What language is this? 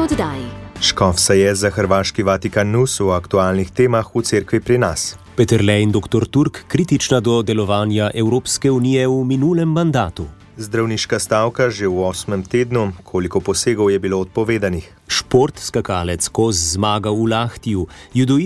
Slovenian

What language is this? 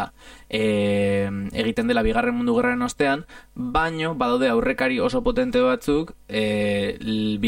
Basque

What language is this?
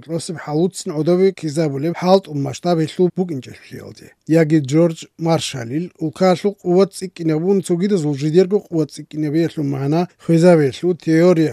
Avaric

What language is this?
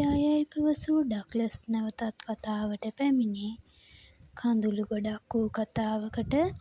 Sinhala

